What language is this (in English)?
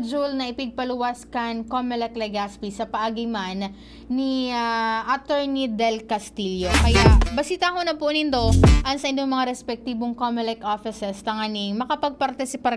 Bikol